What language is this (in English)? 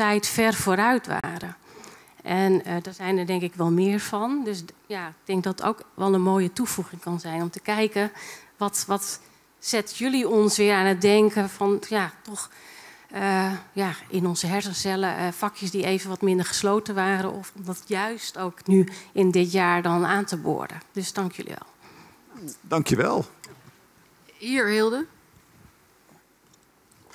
Dutch